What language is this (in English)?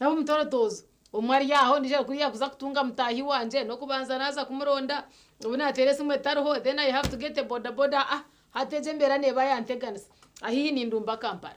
Nyankole